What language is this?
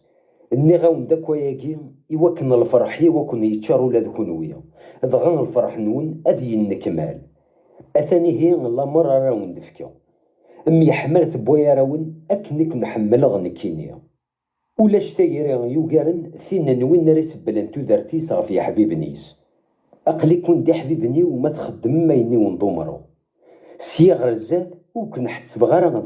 Kabyle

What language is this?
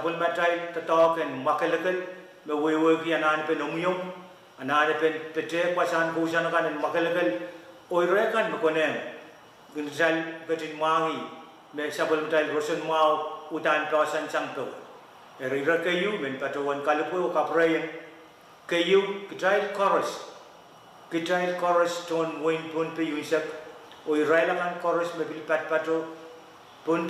Pohnpeian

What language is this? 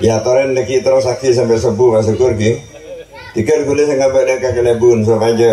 Madurese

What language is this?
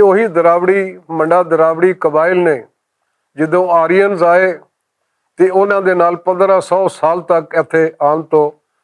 Western Panjabi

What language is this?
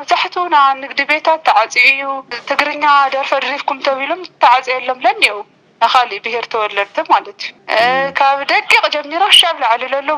Tigrinya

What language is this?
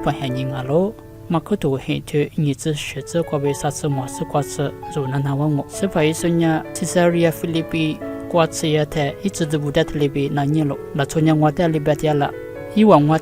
Lisu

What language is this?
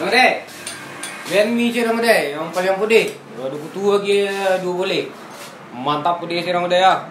Minangkabau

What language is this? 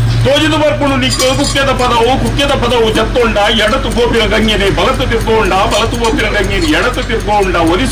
Tulu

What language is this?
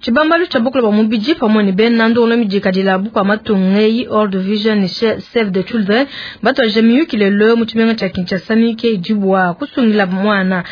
Luba-Lulua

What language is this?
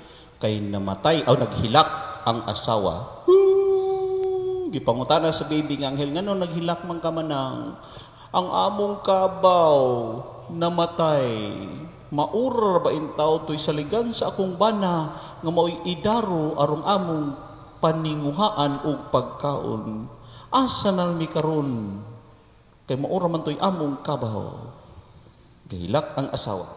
Cebuano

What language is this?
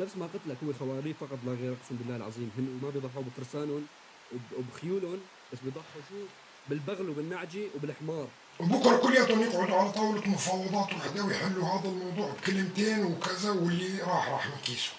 North Levantine Arabic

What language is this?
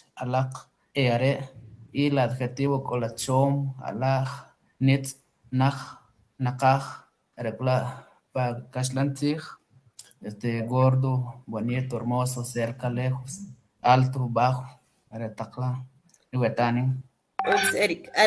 Kʼicheʼ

